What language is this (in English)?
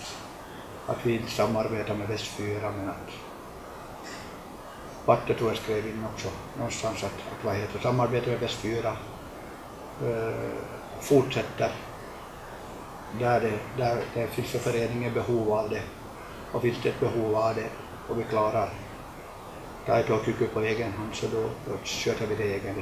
Swedish